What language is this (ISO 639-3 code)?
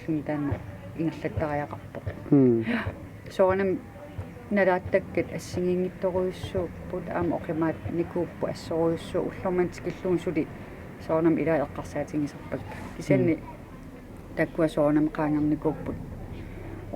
kal